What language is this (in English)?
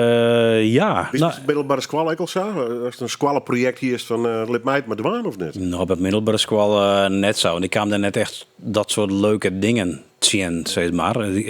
Western Frisian